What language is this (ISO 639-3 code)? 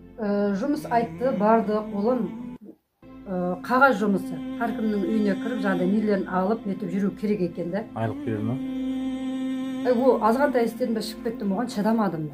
kaz